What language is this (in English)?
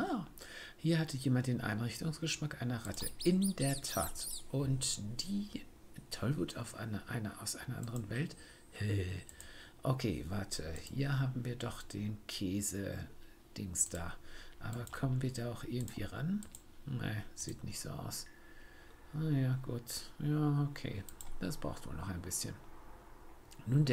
German